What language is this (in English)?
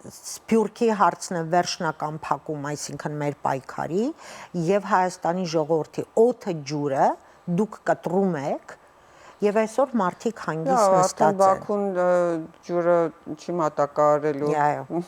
Western Armenian